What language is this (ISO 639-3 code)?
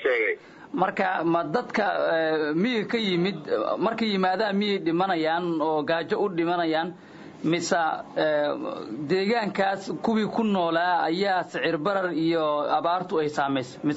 som